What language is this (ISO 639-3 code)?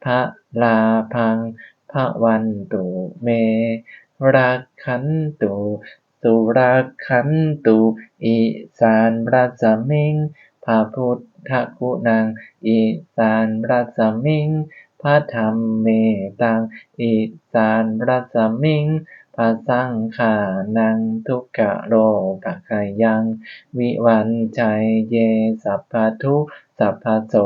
pli